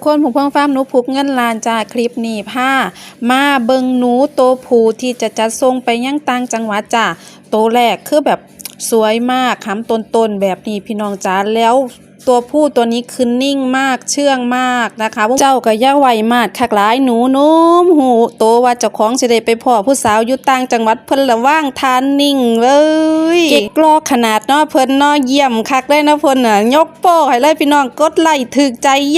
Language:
Lao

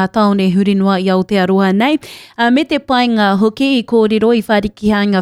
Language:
Māori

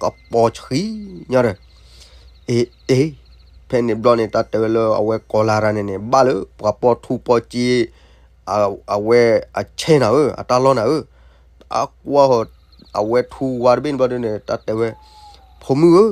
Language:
S'gaw Karen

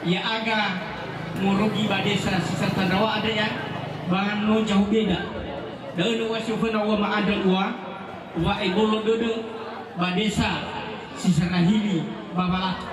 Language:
Nias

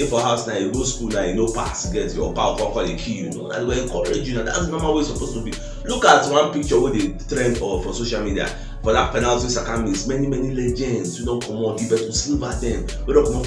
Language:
Nigerian Pidgin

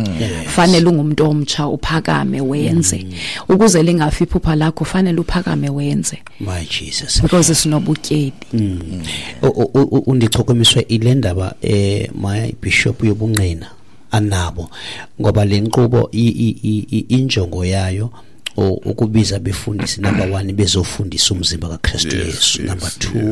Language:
Xhosa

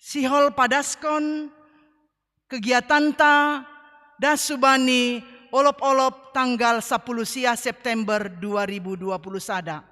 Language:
Batak Simalungun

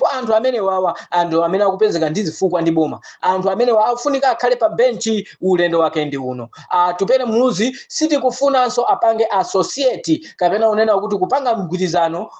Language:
Nyanja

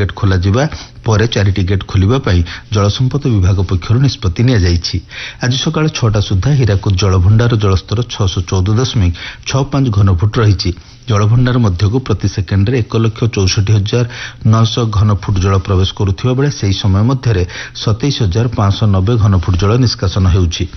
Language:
Odia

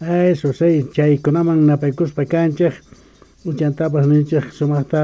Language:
South Bolivian Quechua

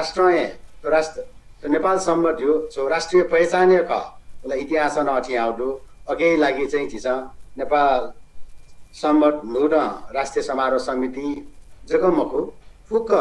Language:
Newari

